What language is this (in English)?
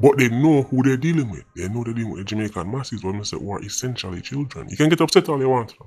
Jamaican Creole English